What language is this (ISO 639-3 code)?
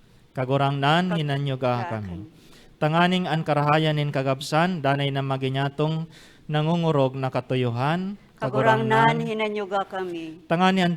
bik